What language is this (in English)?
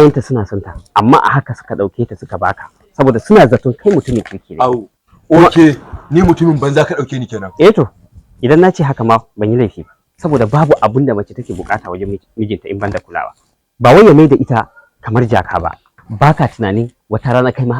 Hausa